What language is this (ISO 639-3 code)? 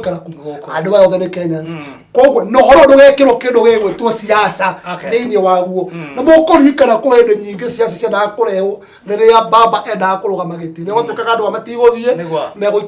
kik